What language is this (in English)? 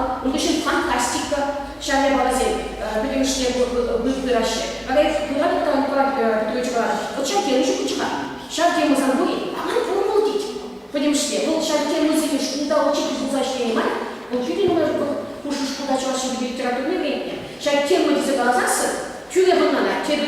Chuvash